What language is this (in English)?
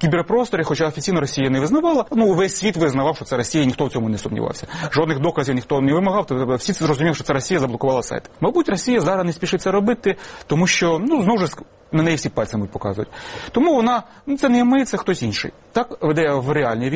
Ukrainian